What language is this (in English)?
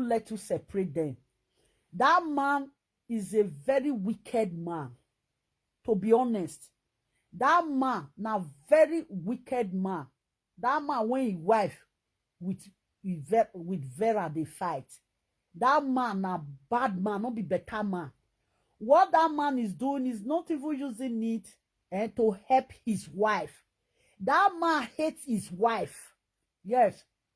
Nigerian Pidgin